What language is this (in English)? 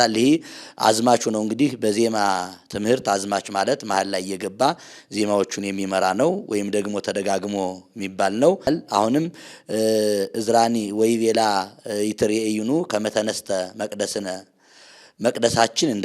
Amharic